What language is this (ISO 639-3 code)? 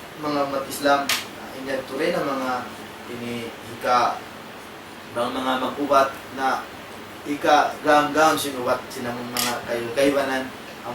tsg